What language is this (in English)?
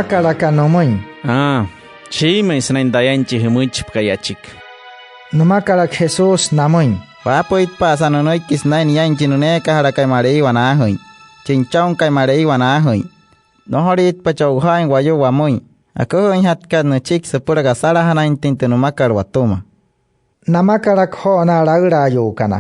Wayuu